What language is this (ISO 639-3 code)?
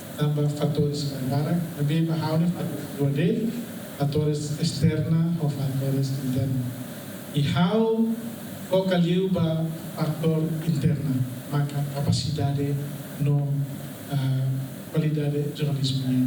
tet